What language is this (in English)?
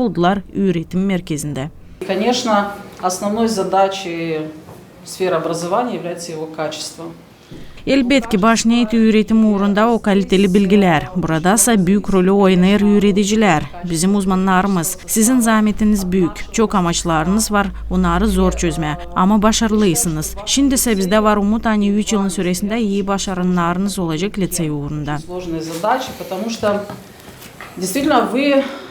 Gagauz